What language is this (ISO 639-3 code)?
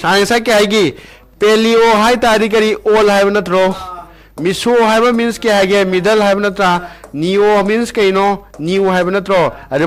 mni